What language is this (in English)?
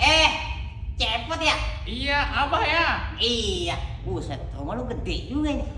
Betawi